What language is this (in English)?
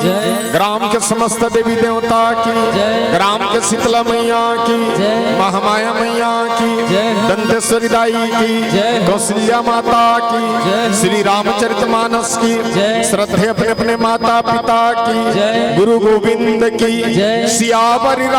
Chhattisgarhi